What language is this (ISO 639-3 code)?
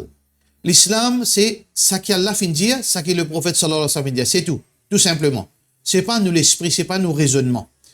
mfe